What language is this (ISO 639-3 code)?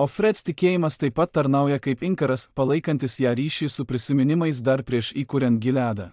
lit